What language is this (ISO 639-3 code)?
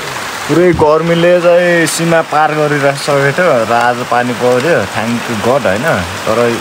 nep